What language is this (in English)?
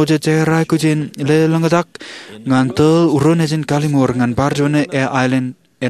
Marshallese